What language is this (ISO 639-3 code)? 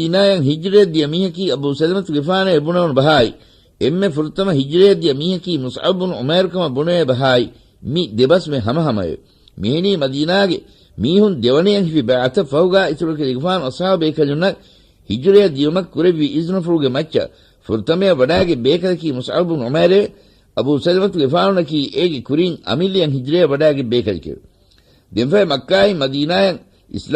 div